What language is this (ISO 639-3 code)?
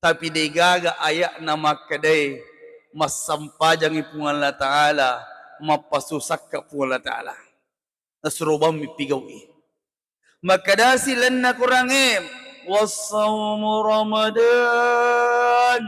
bug